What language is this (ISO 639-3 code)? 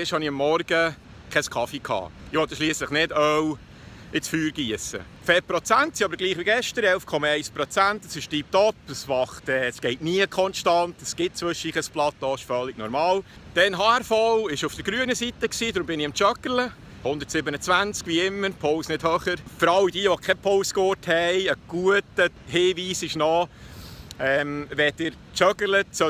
gsw